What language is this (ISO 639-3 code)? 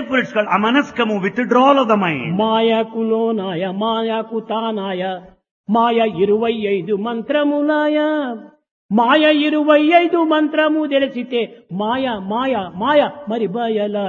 tel